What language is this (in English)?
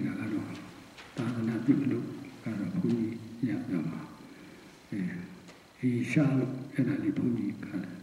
Burmese